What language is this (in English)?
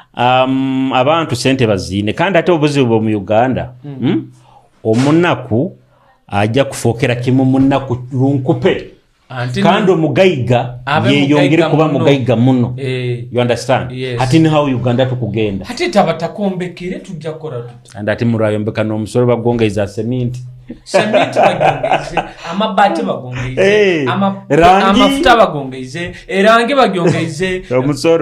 Nyoro